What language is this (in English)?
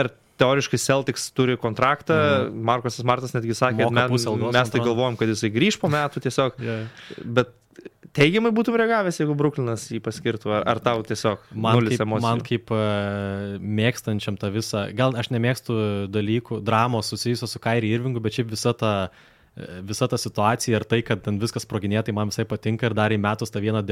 Lithuanian